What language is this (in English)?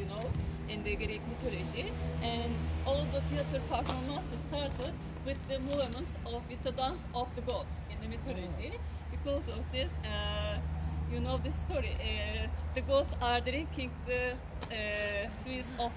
English